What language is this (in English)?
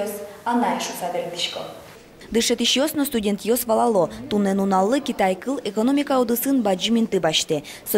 Udmurt